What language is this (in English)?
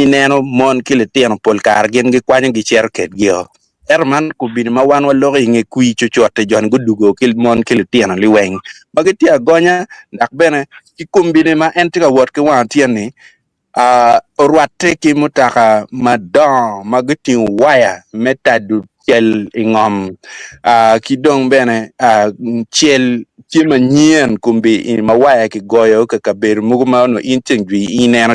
Acoli